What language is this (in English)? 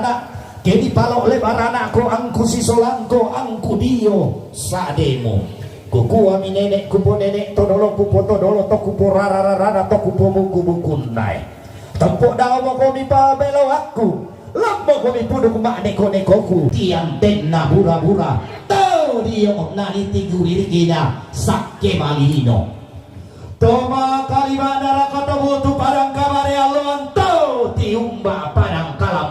Toraja-Sa'dan